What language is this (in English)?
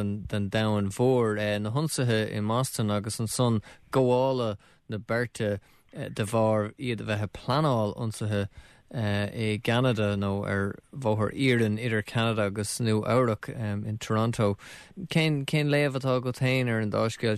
Irish